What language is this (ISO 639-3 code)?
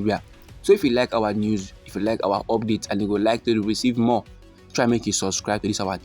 pcm